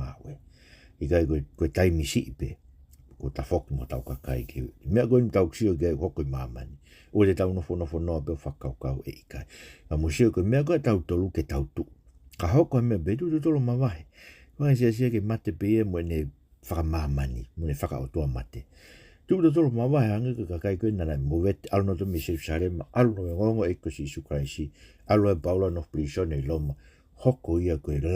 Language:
Tongan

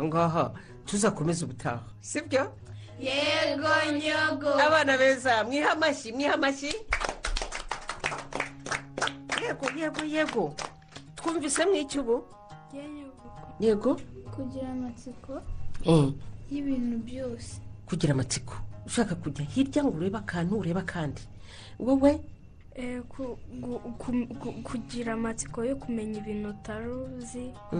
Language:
Kinyarwanda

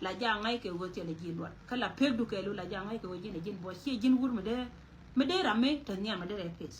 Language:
Nuer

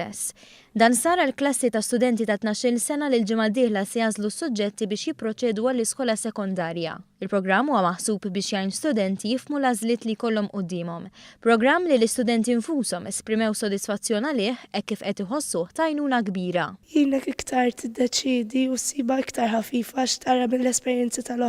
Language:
Maltese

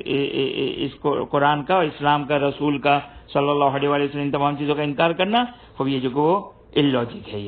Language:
Urdu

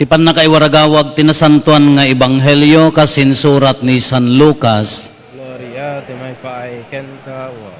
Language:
Iloko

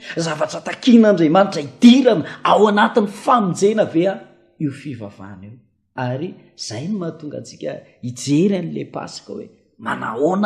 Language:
Malagasy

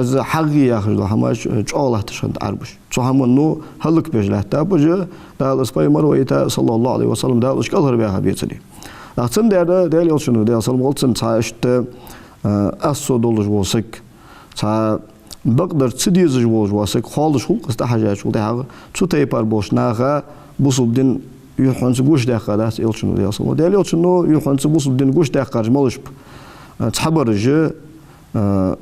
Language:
Ingush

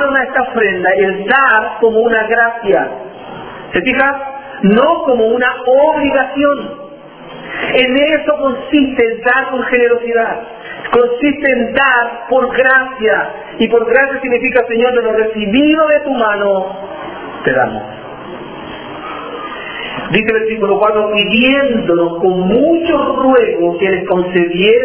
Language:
Spanish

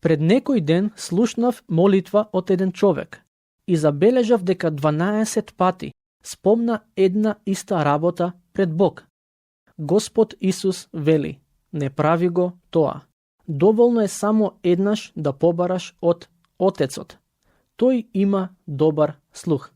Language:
Macedonian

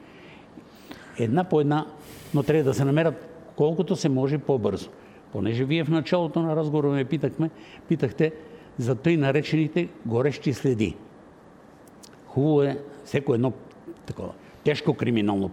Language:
Bulgarian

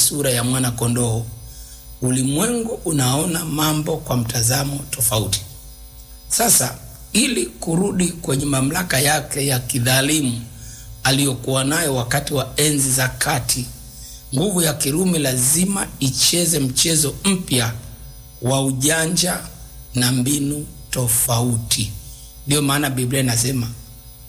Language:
Swahili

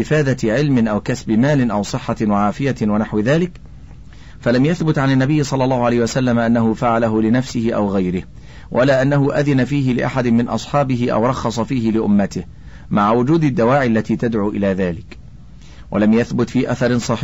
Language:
Arabic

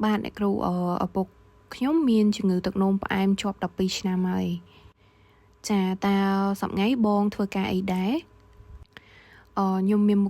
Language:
Khmer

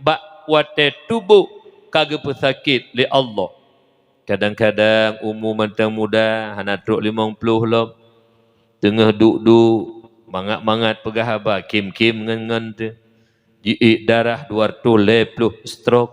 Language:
Achinese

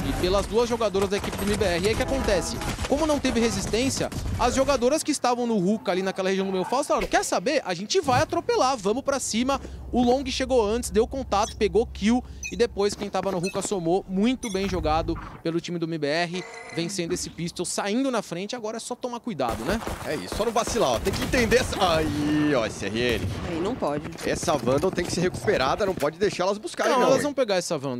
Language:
Portuguese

